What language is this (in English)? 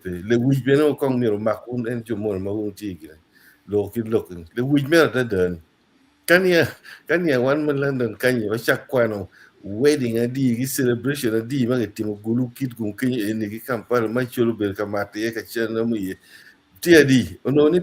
Acoli